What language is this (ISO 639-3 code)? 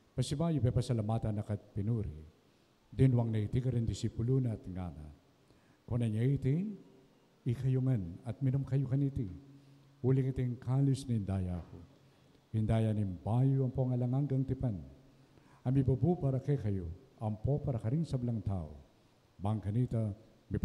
pam